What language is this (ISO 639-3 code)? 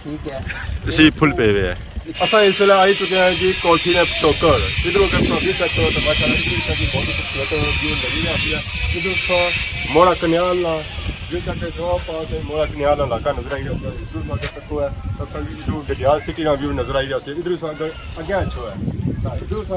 phr